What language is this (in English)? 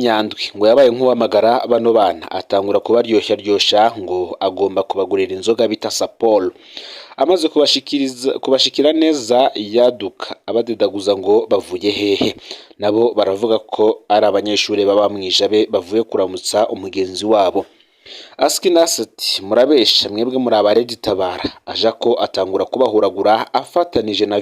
Rundi